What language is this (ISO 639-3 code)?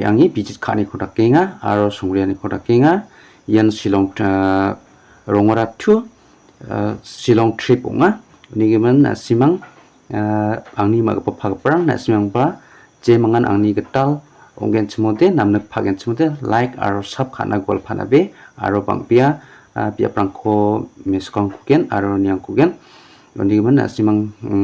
grt